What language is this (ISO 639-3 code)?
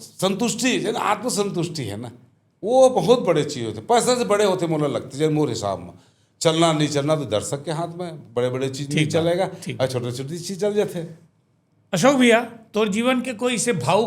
hne